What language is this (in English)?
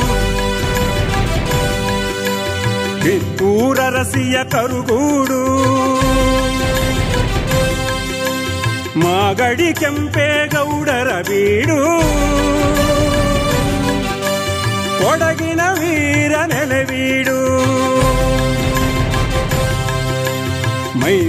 Kannada